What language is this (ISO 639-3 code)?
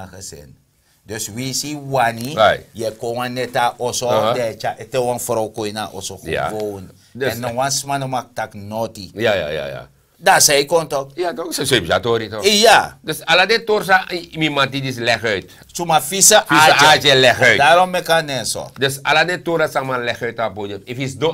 srn